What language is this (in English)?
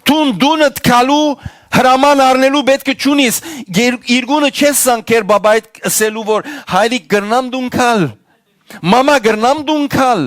Western Armenian